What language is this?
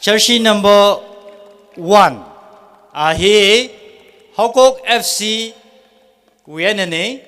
Tangkhul Naga (India)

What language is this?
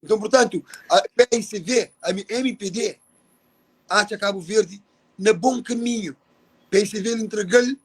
Kabuverdianu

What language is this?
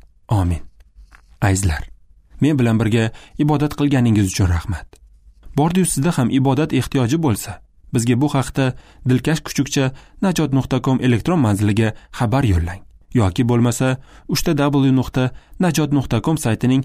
Uzbek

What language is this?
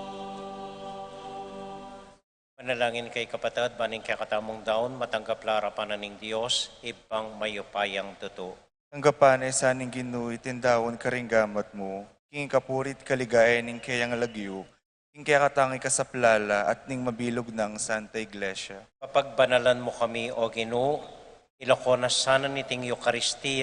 Pampanga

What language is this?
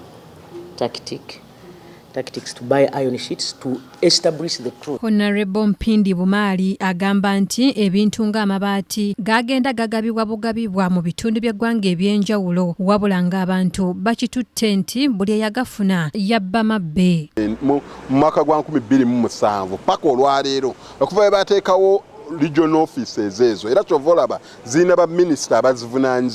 Ganda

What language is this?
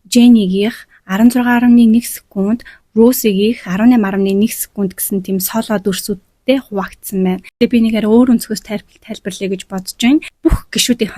Mongolian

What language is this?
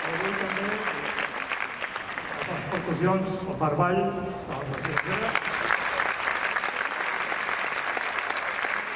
Catalan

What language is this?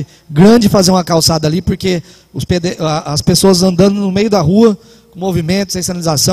Portuguese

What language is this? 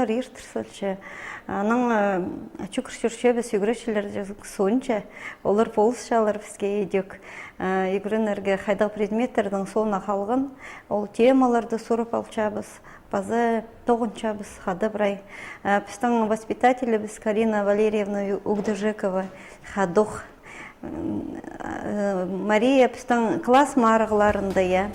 Khakas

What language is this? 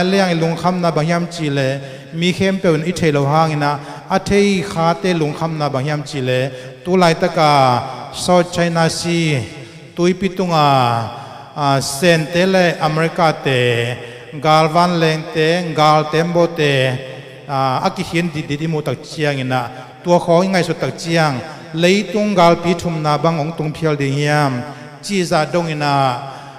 Tedim Chin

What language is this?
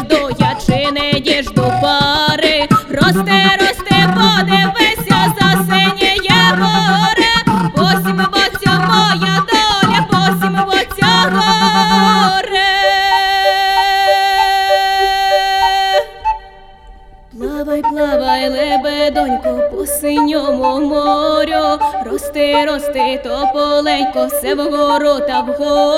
Ukrainian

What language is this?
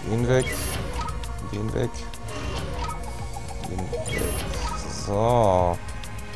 German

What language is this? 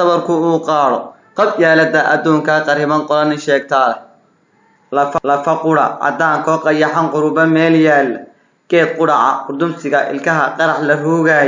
Somali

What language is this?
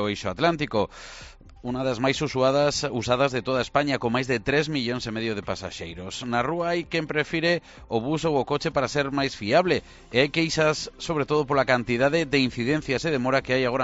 Galician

